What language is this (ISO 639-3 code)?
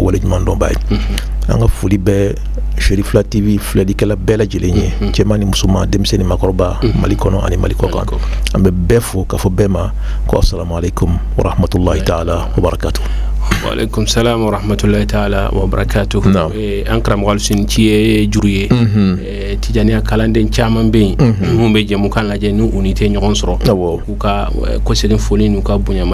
bam